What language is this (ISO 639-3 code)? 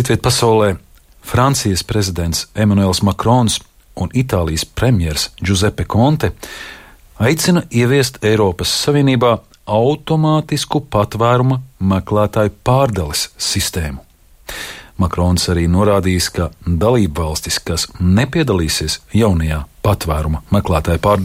lav